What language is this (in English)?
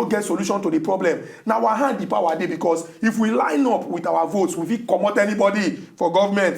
Nigerian Pidgin